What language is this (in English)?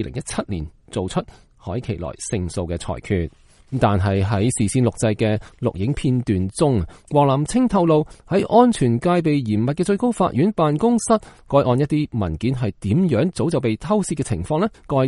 Cantonese